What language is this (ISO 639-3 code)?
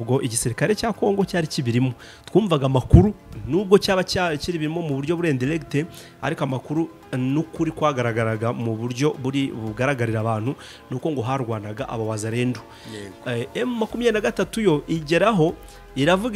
kin